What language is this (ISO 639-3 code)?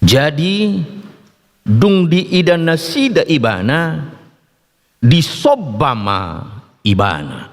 bbc